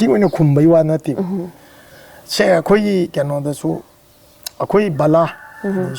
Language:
Manipuri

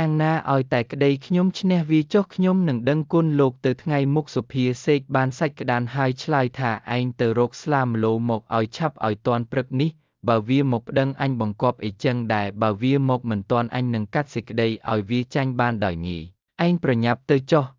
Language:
Khmer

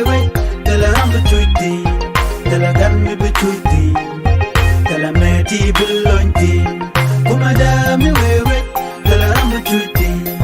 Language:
Nuer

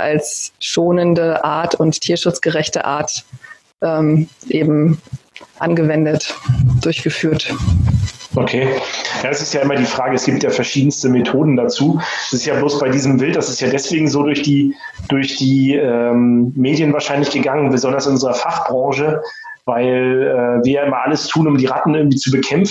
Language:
German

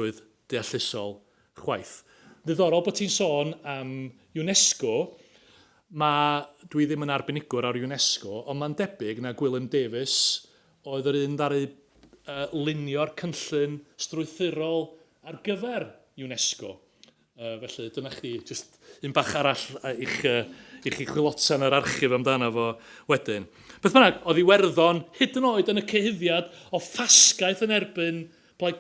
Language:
Welsh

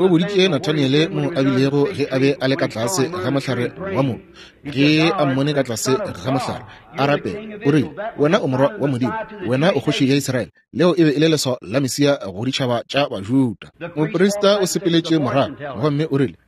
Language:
Northern Sotho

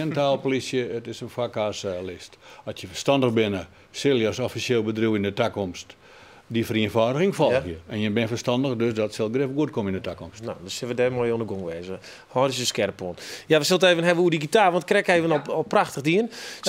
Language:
Western Frisian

